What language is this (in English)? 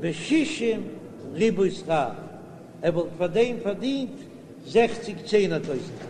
Yiddish